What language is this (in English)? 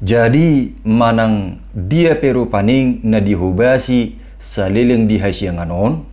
Batak Toba